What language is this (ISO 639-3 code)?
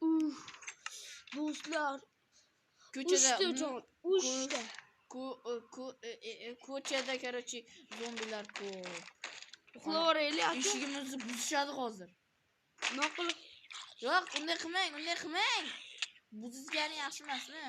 uzb